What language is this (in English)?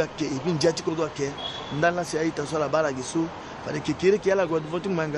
Sango